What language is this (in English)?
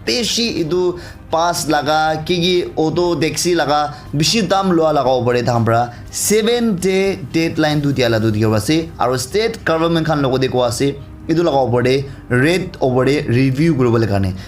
Naga Pidgin